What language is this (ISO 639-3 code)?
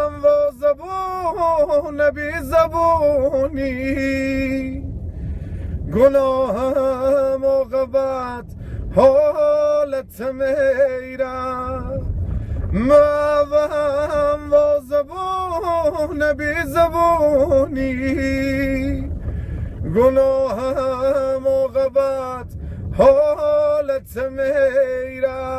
fas